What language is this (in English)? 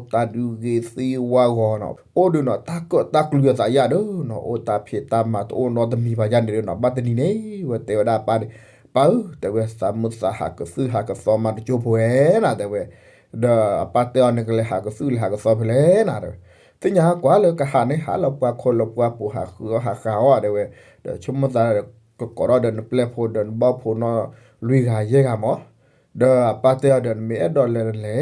S'gaw Karen